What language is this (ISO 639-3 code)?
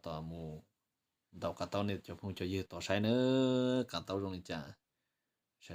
hmn